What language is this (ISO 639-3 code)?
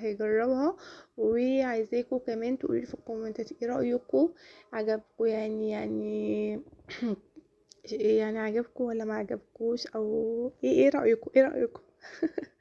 arz